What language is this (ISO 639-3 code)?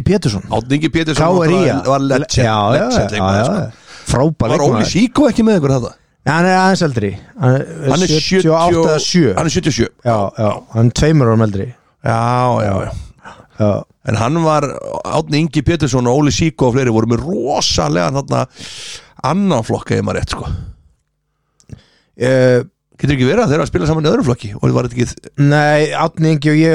isl